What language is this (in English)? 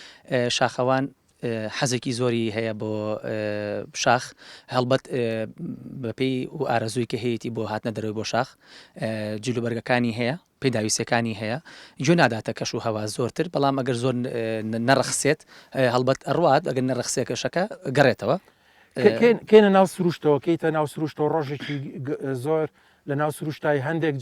Central Kurdish